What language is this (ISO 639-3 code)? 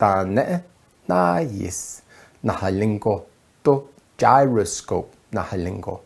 nav